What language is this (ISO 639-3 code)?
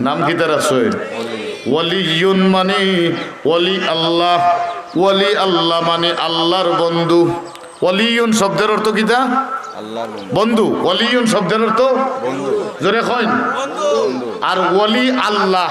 syl